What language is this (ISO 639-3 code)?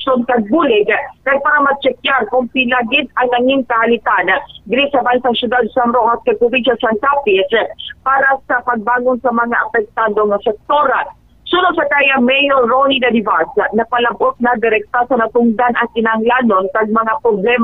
hil